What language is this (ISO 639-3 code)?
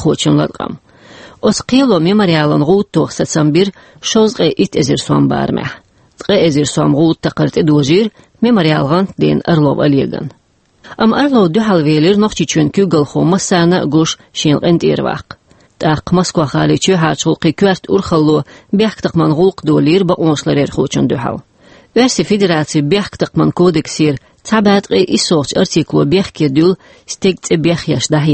che